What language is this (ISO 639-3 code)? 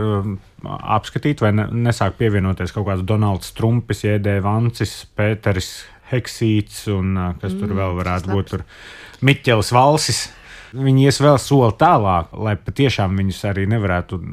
lav